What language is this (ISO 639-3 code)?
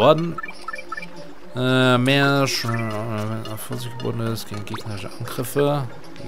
deu